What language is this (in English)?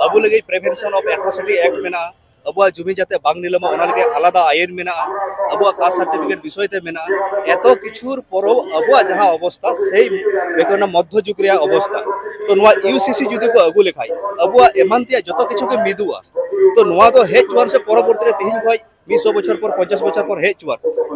Santali